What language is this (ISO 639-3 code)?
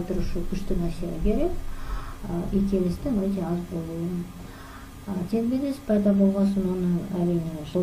kaz